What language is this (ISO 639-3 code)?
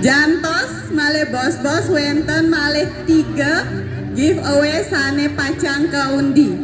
ban